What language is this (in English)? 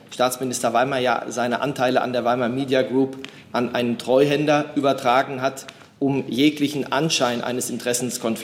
German